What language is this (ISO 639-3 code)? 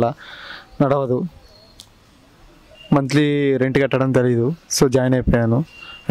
tel